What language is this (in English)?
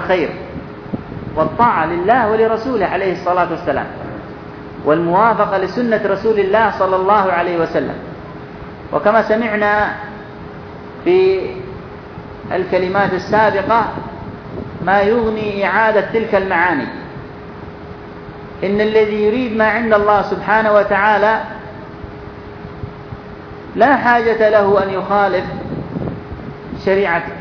Arabic